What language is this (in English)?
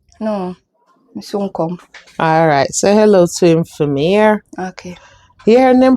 Jamaican Creole English